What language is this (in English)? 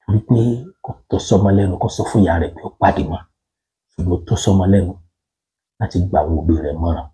Yoruba